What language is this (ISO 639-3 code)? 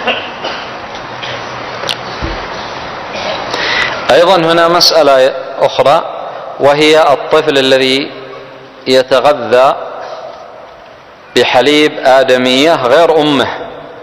ara